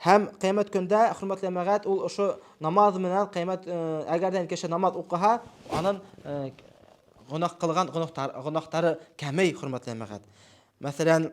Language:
Bashkir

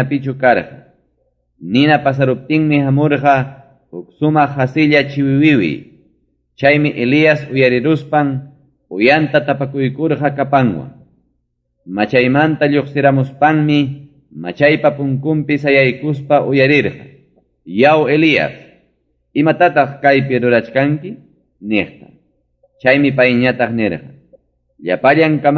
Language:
Ayacucho Quechua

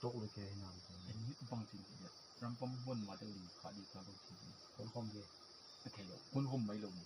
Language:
Mizo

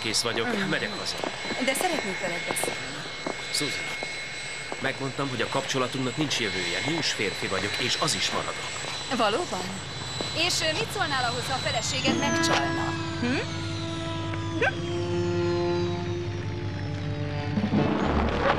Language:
Hungarian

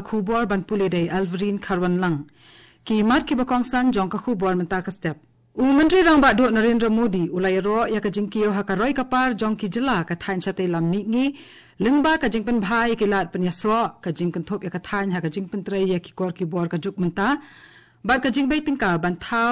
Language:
Khasi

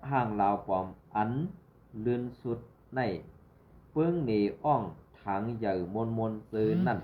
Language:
Shan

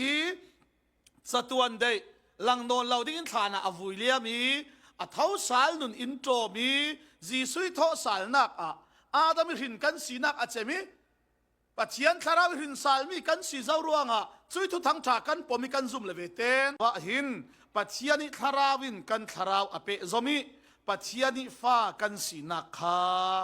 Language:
Falam Chin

